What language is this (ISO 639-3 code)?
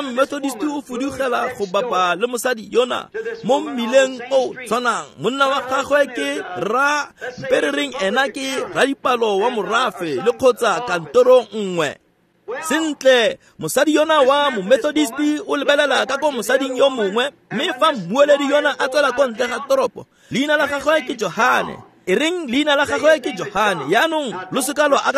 tsn